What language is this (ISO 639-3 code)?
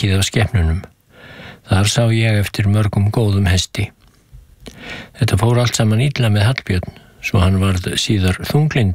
isl